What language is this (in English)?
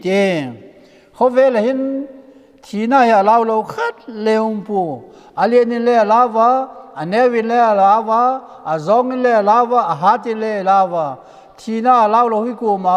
Vaiphei